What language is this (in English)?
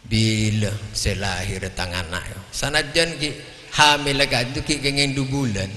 Madurese